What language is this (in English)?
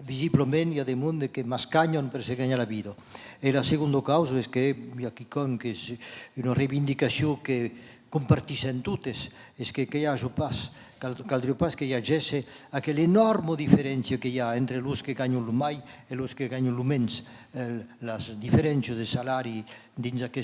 Occitan